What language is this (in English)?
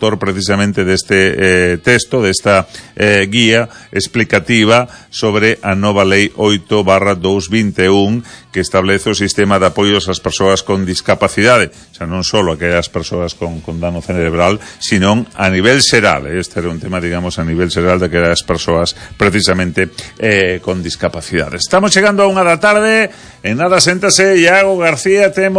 Galician